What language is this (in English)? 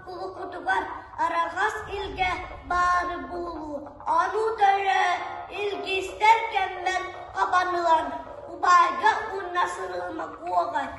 Yakut